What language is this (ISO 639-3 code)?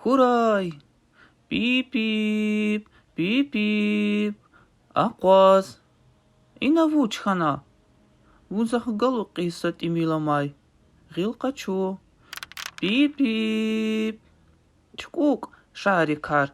lez